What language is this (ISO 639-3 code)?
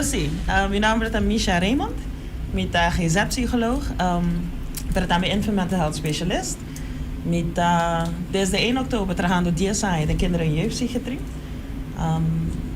pap